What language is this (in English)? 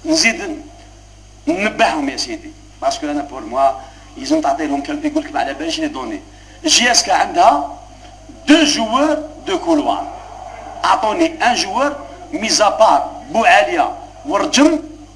Algerian Arabic